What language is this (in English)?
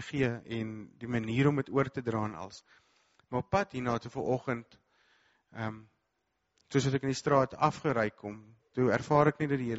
Afrikaans